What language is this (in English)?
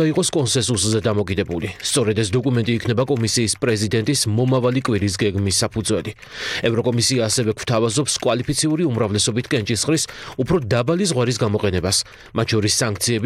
Georgian